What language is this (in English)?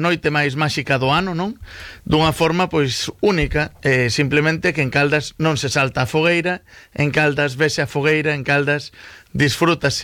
Galician